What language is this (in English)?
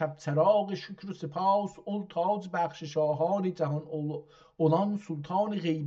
South Azerbaijani